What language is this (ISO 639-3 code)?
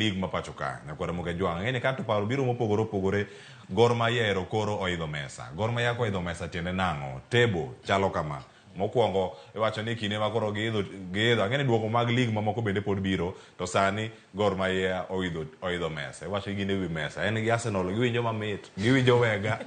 luo